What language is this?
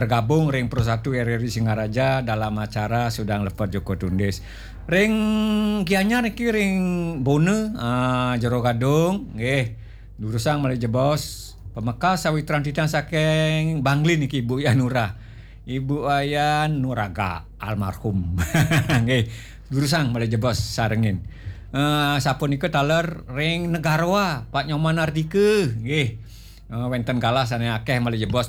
Balinese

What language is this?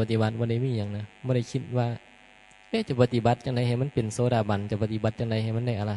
Northeastern Thai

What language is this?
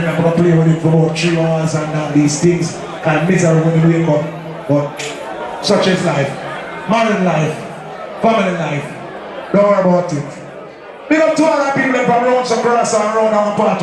Jamaican Creole English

